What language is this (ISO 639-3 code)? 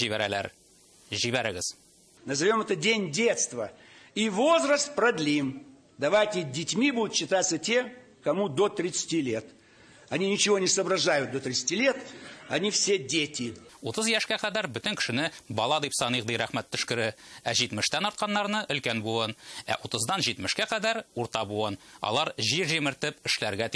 tat